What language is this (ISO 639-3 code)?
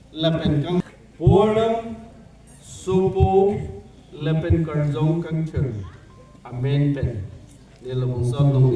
mjw